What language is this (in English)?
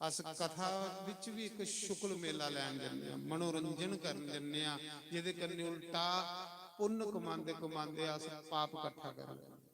Dogri